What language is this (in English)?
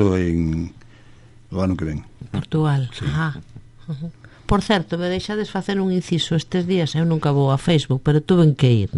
Galician